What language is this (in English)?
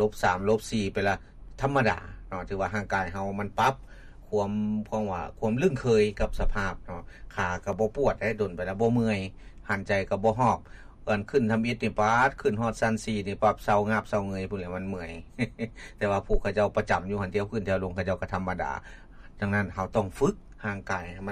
Lao